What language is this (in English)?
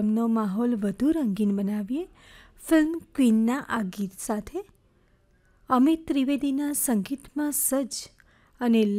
Gujarati